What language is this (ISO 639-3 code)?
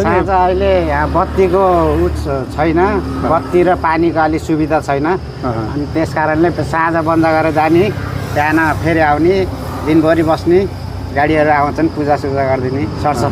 nep